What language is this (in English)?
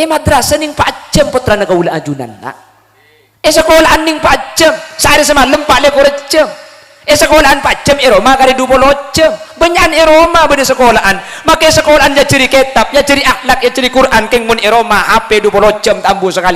Madurese